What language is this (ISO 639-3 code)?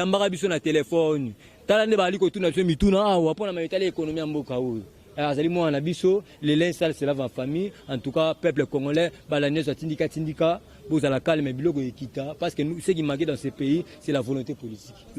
lin